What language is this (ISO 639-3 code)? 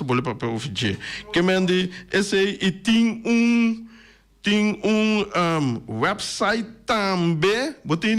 pap